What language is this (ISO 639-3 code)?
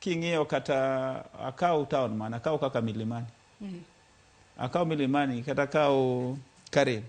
luo